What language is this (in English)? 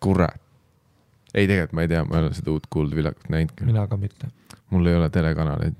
Estonian